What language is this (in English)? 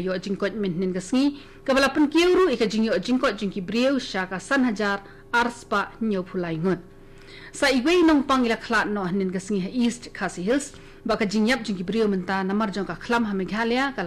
Khasi